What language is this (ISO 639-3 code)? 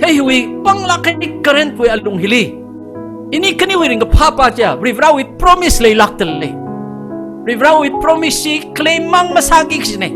nmf